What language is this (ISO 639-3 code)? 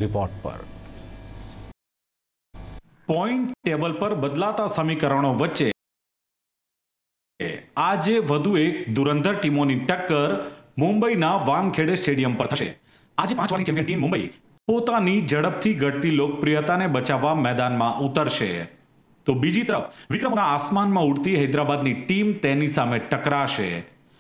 guj